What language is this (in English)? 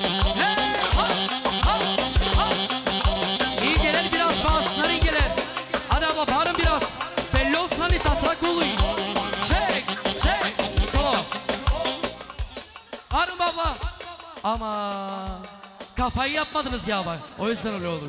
Turkish